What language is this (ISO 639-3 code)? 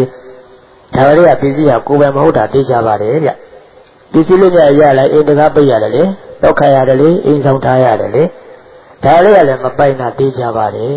mya